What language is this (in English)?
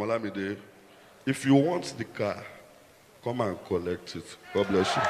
Nigerian Pidgin